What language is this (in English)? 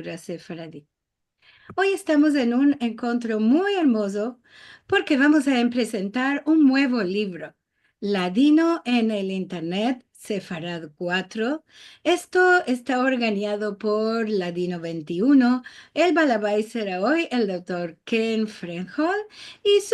Ladino